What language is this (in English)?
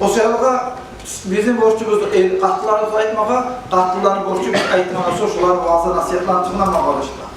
Kumyk